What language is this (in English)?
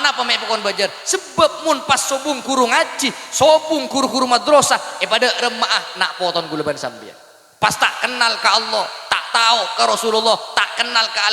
Madurese